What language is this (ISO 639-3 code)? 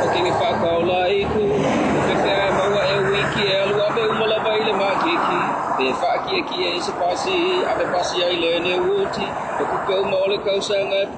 smo